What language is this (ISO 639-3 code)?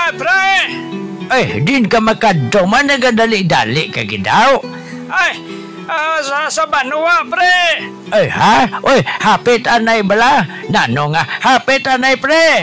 hil